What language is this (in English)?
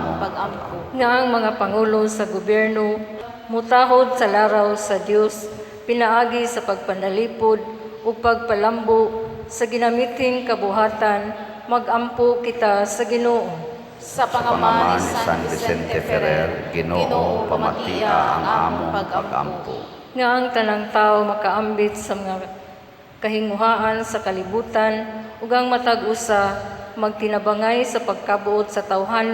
Cebuano